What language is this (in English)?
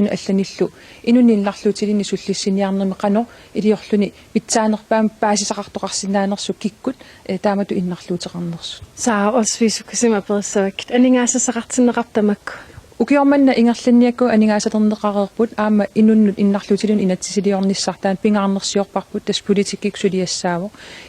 Kalaallisut